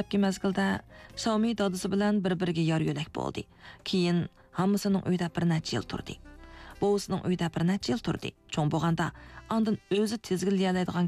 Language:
Uyghur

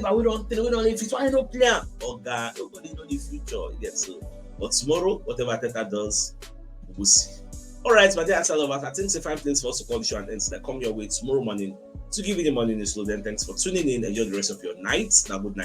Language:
Nigerian Pidgin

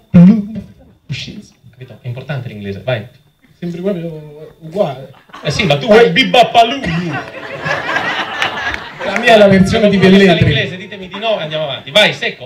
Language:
Italian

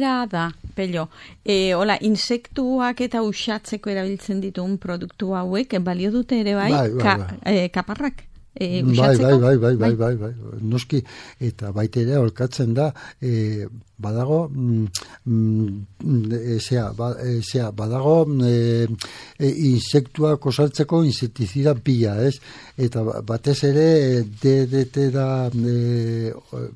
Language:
Basque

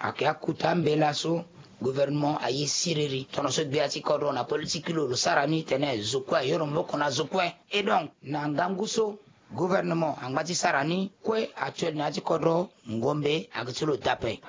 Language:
Sango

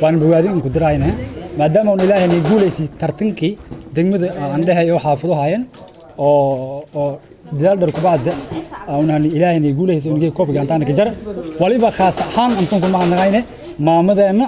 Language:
Somali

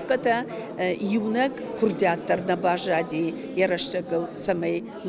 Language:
Ossetic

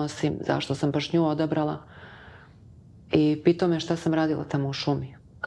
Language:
Serbian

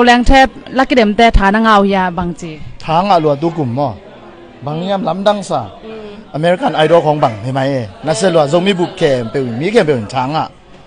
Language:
Tedim Chin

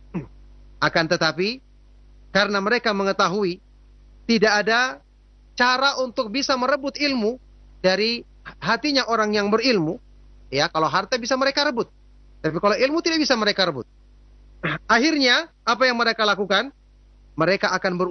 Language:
Indonesian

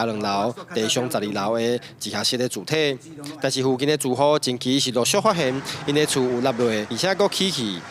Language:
Min Nan Chinese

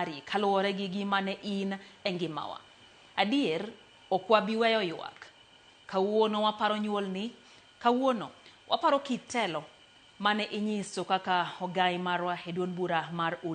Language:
Luo (Kenya and Tanzania)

